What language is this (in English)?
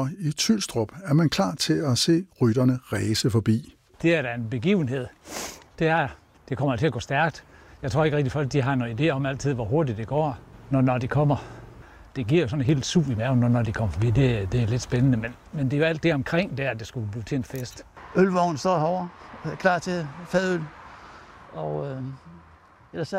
Danish